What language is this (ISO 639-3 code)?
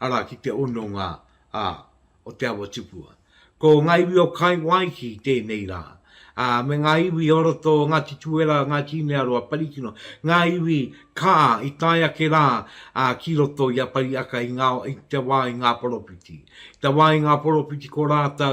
mri